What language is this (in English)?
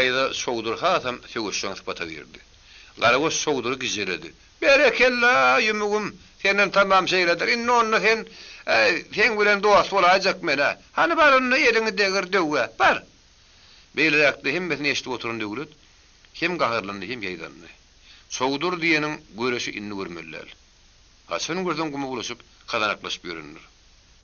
Turkmen